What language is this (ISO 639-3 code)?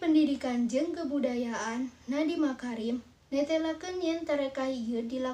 sun